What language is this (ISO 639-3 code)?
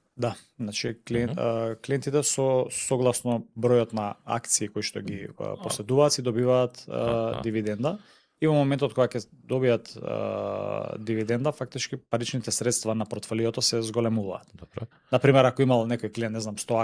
mkd